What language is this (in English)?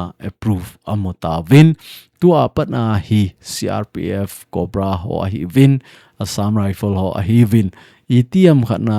Thado Chin